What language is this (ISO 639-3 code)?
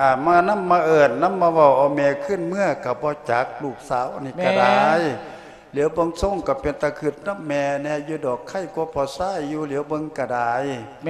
lao